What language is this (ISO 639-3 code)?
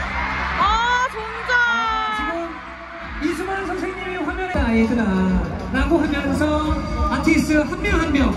kor